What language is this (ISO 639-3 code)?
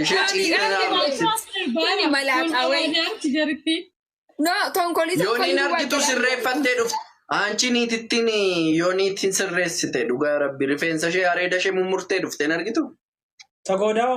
orm